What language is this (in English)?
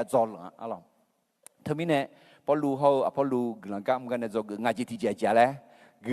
Akha